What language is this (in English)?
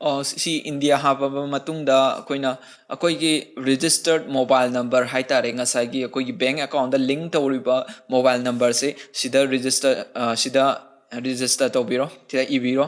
Manipuri